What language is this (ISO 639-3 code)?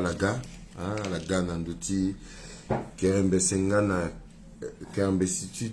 sag